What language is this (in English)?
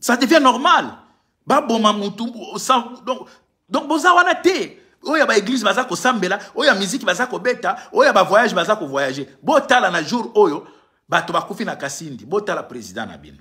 Lingala